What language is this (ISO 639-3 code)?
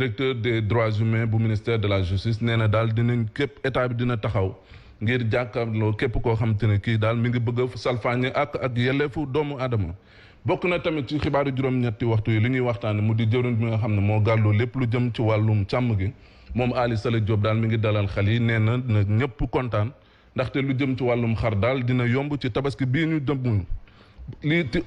wol